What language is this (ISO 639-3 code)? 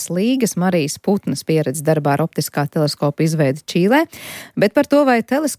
lav